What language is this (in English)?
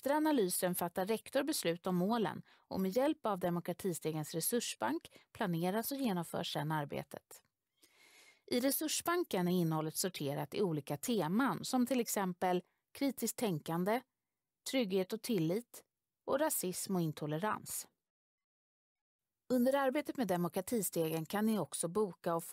Swedish